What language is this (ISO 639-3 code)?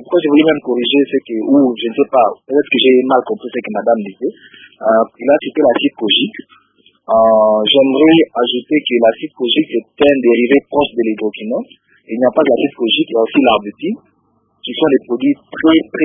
fra